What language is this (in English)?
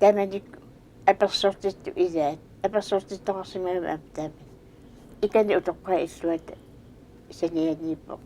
Kalaallisut